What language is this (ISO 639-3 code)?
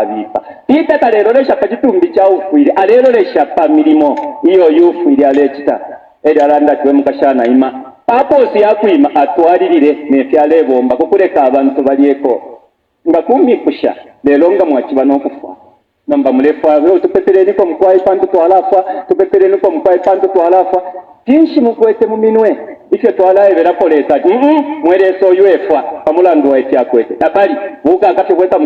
bem